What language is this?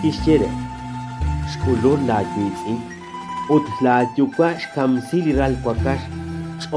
Kekchí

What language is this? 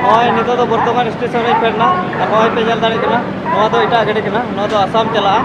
Santali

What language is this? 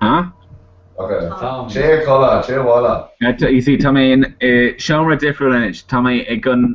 Irish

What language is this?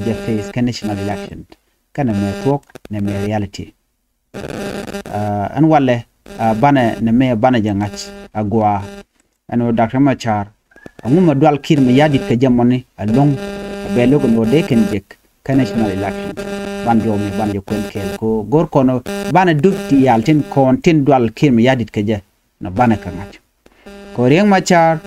Nuer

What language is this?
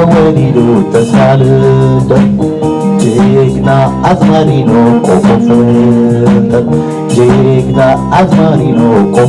Tigrinya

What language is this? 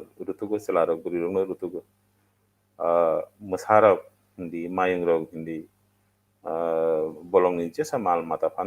Kok Borok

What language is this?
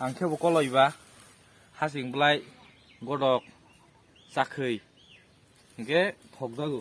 Kok Borok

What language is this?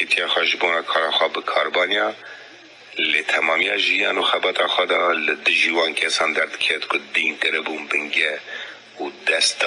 Kurdish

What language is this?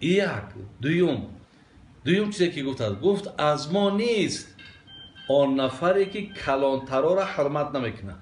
Tajik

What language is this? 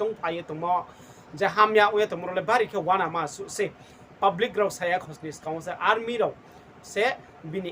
Riang (India)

